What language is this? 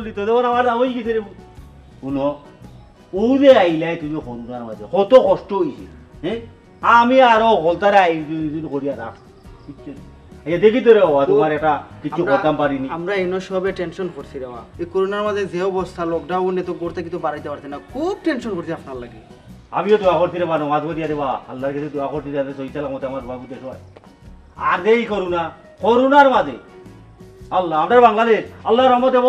Sylheti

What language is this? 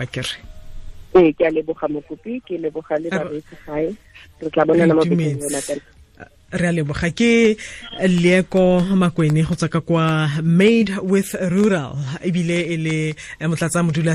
Tswana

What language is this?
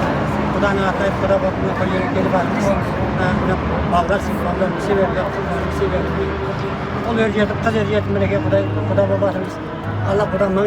Kara-Kalpak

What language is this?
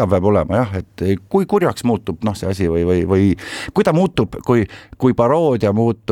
Estonian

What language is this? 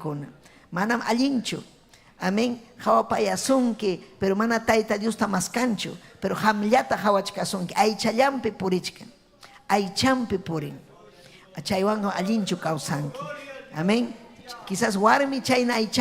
Ayacucho Quechua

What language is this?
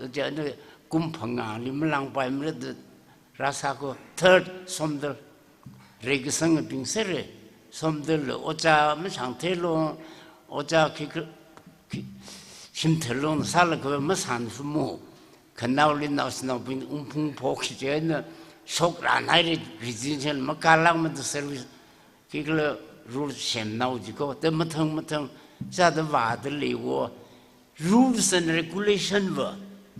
Tangkhul Naga (India)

